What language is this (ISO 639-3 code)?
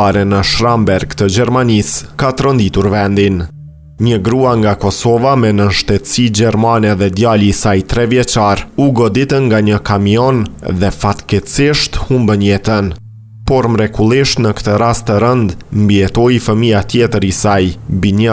sqi